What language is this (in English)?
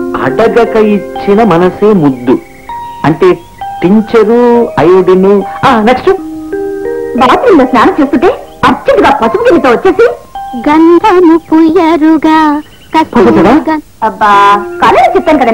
Telugu